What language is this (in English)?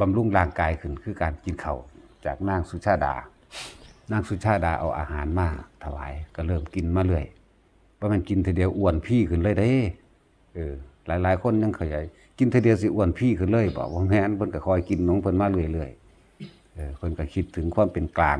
Northeastern Thai